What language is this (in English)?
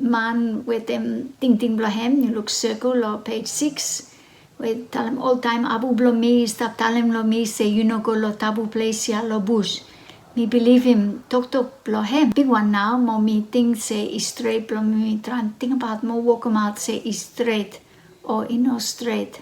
Bislama